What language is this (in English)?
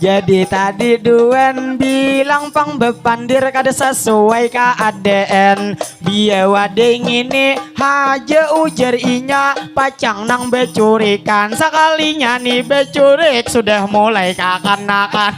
Banjar